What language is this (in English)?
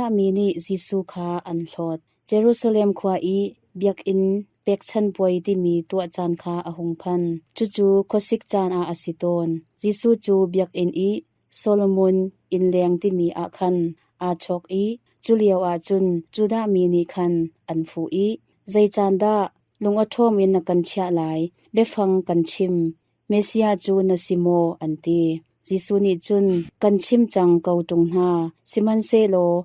Hakha Chin